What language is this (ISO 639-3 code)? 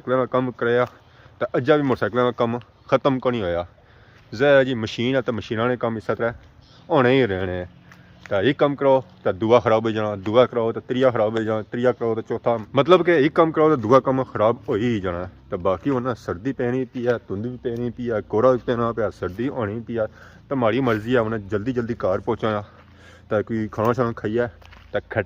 phr